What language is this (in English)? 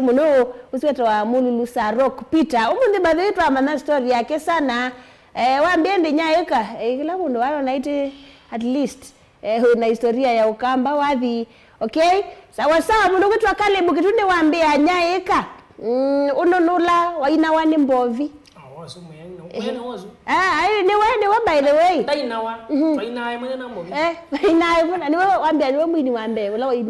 Kamba